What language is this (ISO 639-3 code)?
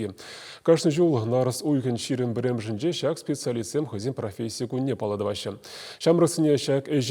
chv